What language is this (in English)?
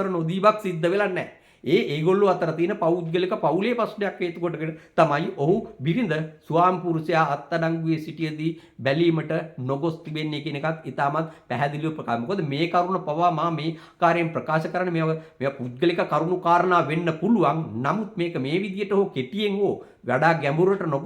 Sinhala